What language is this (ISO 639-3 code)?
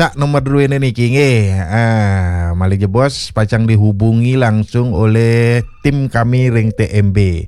ban